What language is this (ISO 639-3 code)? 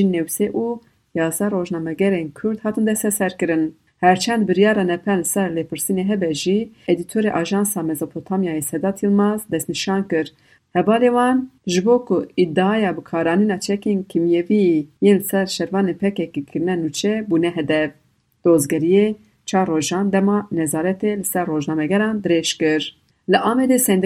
kur